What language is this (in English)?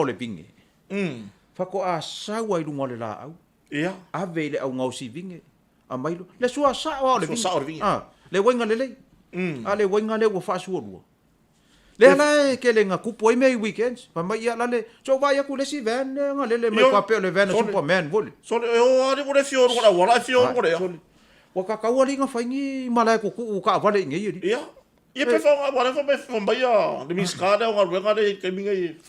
Samoan